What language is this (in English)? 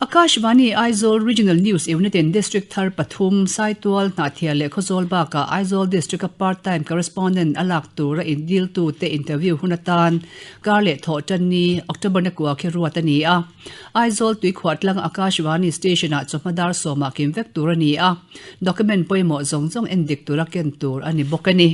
Mizo